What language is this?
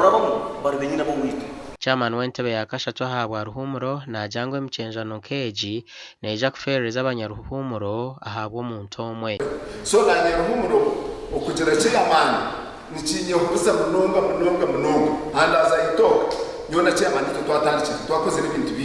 Nyankole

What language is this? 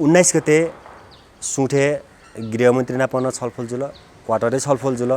Newari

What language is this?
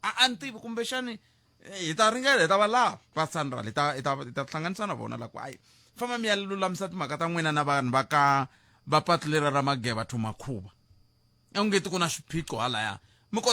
Tsonga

